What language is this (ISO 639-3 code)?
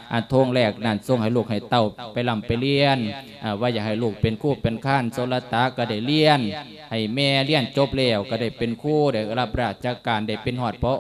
lao